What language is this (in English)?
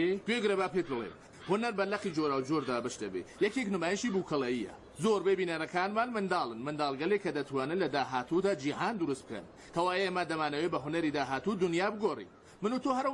Central Kurdish